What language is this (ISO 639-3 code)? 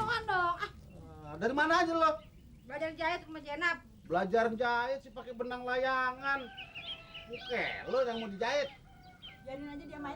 bew